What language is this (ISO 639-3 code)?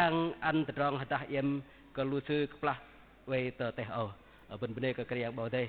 bdq